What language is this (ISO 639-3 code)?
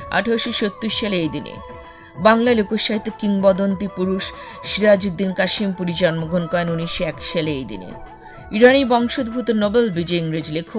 ben